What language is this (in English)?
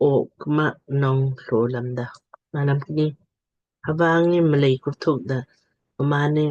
Lamkang